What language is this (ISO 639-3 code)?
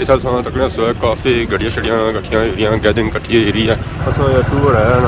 phr